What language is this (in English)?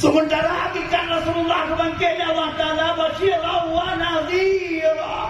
Achinese